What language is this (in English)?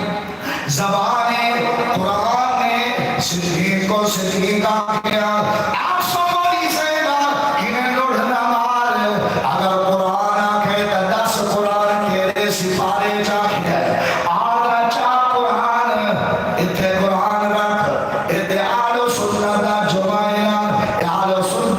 Saraiki